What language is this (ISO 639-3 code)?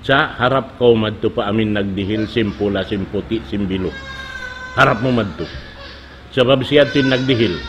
tsg